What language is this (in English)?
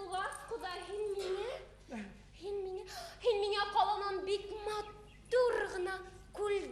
Bashkir